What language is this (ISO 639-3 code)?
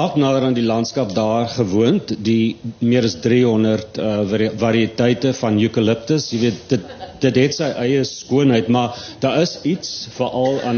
afr